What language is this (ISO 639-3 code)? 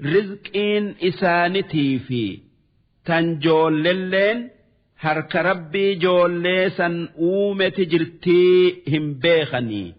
orm